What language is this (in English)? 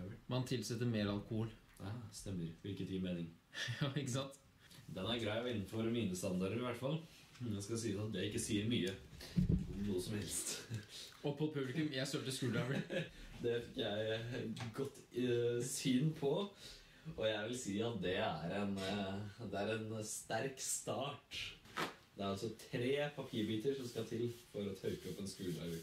Norwegian